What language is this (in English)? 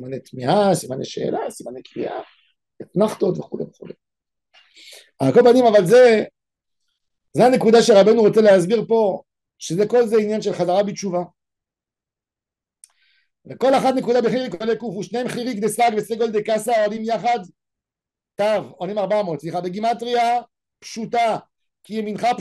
Hebrew